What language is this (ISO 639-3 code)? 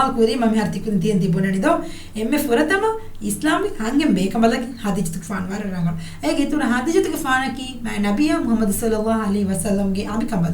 div